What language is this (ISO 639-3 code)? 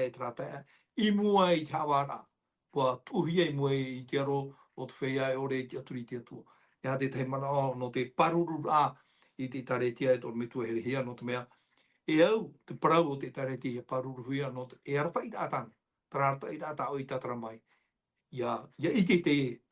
tah